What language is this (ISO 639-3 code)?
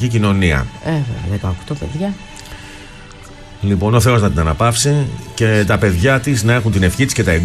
ell